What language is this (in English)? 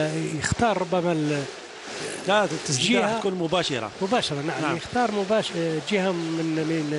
Algerian Arabic